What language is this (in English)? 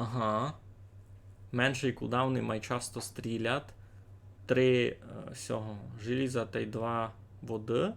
Rusyn